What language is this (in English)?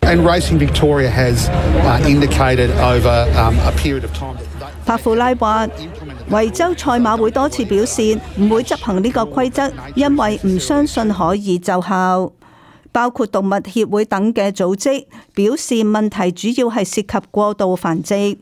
Cantonese